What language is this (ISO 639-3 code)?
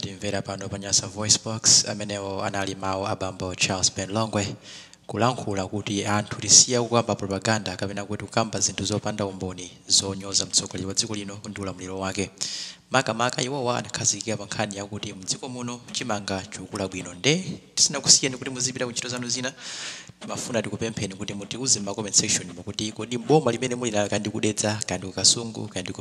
nya